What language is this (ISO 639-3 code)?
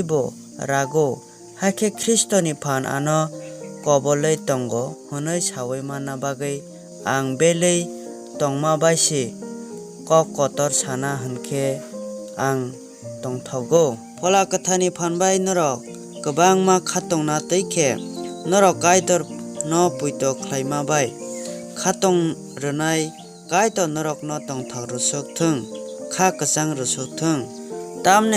trp